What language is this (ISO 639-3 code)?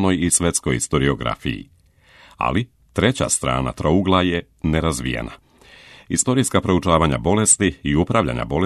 srp